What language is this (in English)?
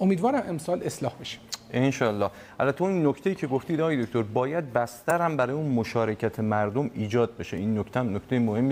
Persian